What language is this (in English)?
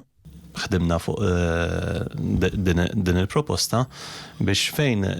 Maltese